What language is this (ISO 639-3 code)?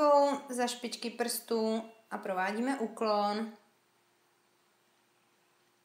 ces